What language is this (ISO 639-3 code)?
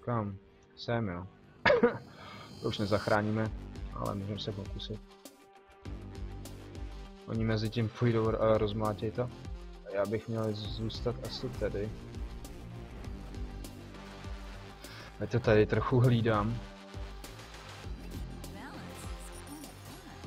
ces